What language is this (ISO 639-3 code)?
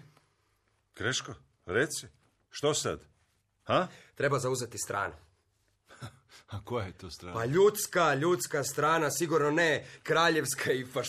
hrv